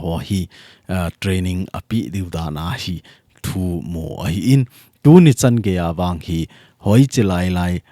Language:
Thado Chin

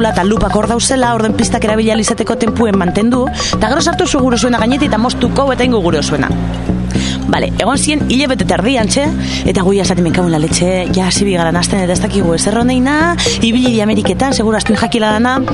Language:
Basque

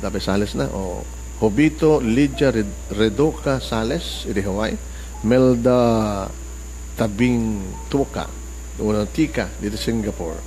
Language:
Iloko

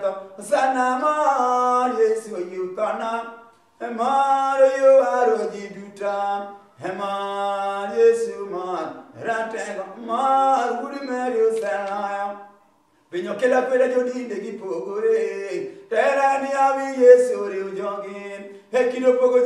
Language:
Luo (Kenya and Tanzania)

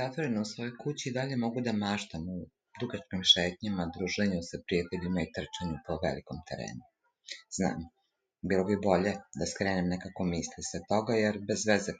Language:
Serbian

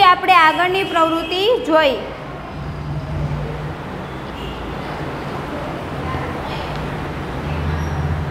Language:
Gujarati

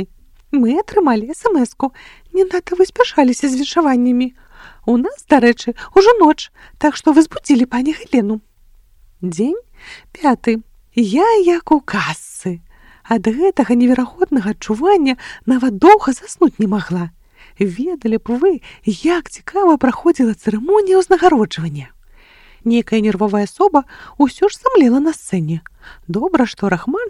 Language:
Belarusian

